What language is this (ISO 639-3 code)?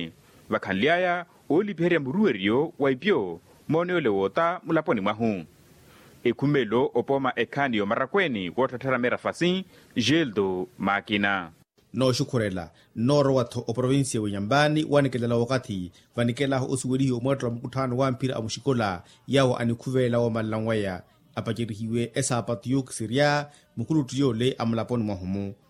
vmw